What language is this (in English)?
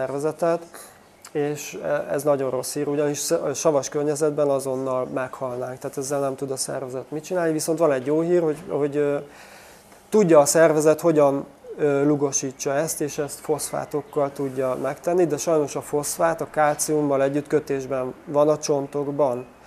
Hungarian